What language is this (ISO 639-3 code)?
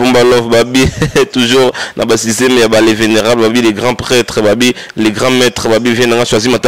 lin